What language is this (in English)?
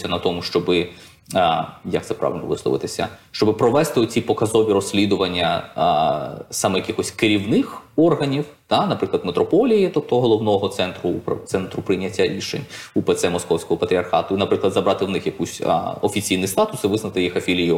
Ukrainian